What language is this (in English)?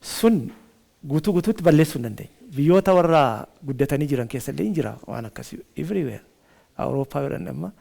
Oromo